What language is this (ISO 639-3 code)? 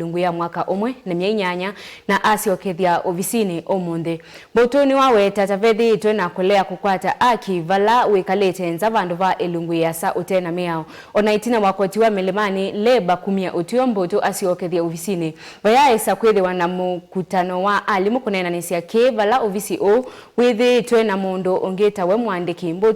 kam